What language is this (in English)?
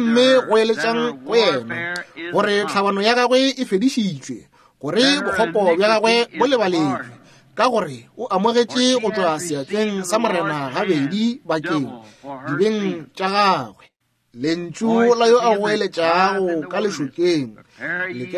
Northern Sotho